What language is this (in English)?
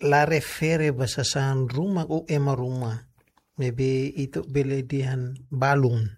Tetum